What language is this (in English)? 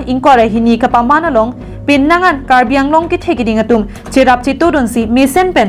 Karbi